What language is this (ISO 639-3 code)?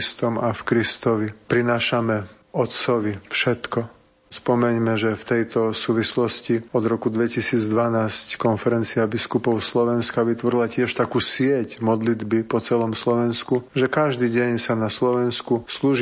slk